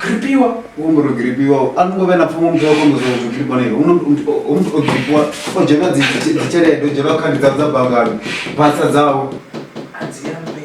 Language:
Venda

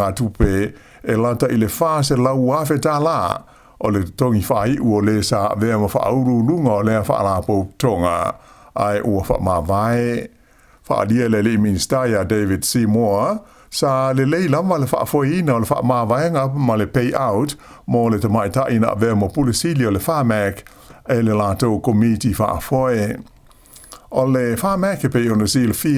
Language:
Samoan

